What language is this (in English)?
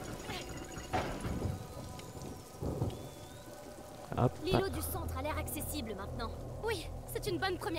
French